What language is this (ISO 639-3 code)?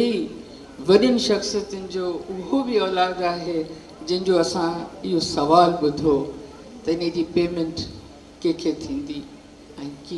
snd